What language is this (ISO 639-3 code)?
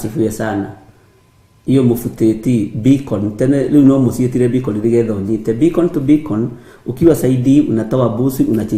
kik